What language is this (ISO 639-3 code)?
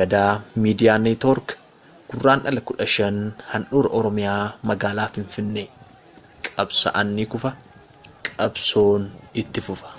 orm